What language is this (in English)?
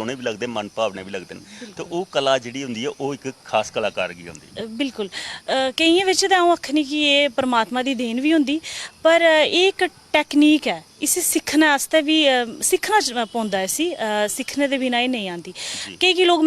Dogri